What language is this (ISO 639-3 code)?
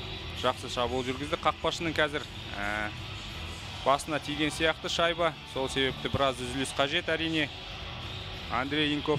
kaz